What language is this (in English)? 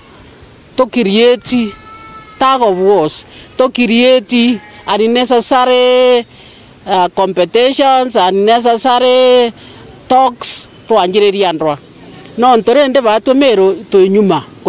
Meru